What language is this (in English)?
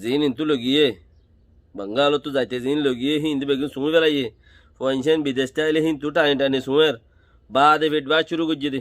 Rohingya